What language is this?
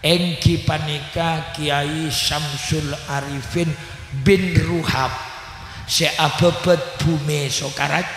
Madurese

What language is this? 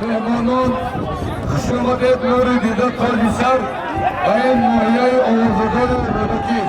Tajik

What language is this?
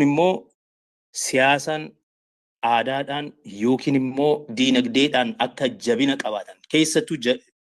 Oromo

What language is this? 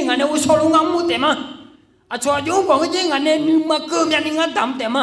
Akha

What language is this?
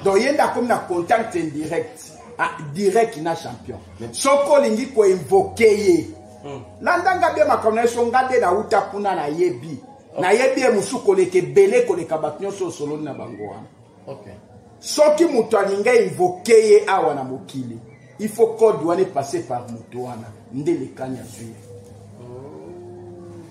Lingala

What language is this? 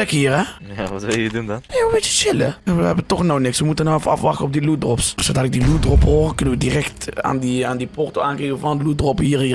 Dutch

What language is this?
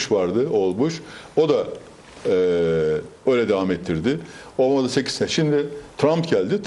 Turkish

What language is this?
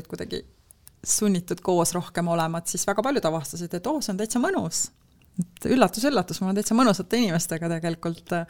Estonian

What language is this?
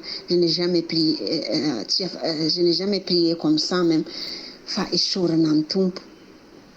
Malagasy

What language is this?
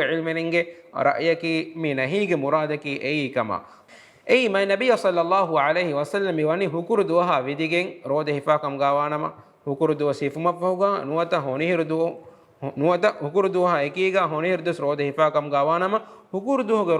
Divehi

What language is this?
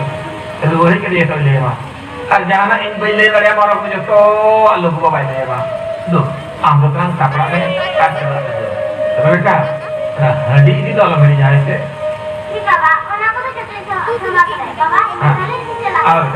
Santali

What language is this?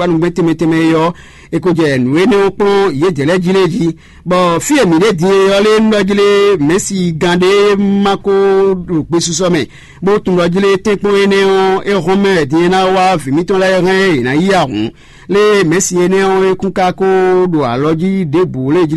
Fon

